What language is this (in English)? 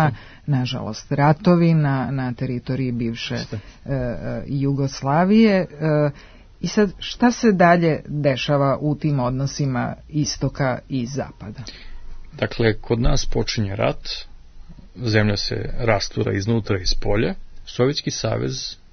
Serbian